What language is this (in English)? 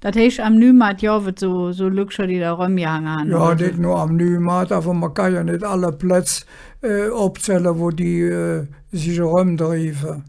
Colognian